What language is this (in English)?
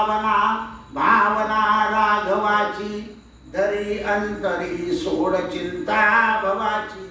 Marathi